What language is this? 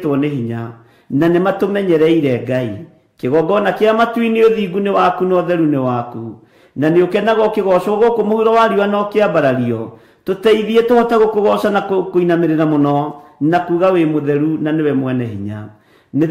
Kikuyu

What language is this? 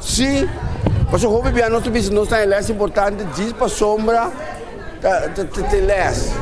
Papiamento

